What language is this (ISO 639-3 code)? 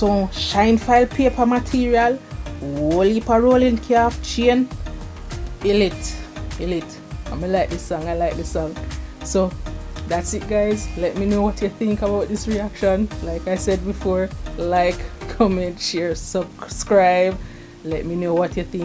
jam